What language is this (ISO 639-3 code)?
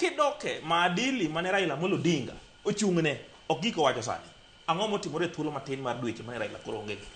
luo